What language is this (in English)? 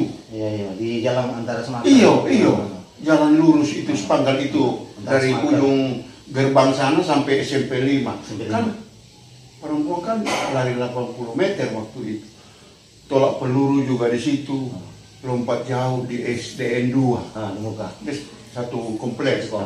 Manado Malay